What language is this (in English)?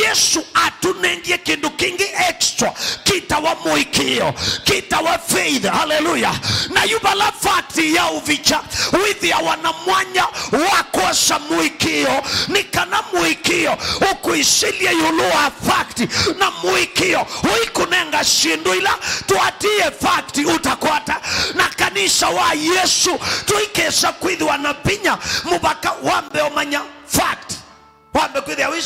Kamba